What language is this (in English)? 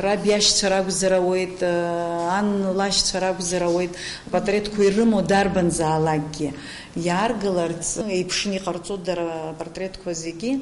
Abkhazian